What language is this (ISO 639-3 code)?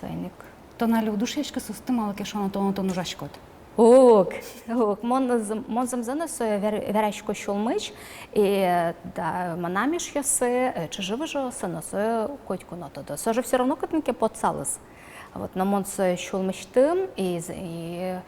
udm